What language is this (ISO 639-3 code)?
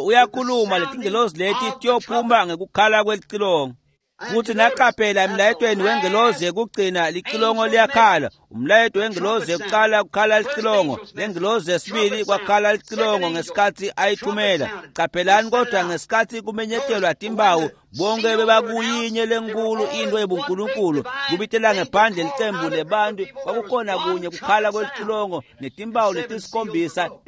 ssw